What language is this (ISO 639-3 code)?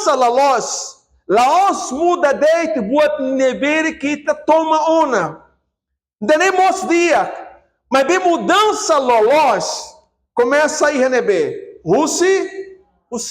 tet